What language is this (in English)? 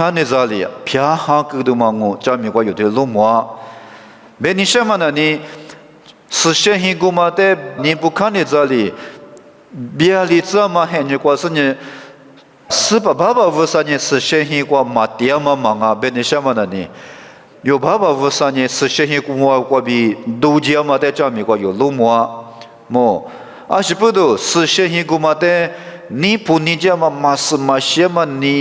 Lisu